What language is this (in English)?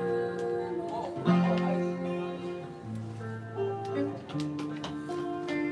Japanese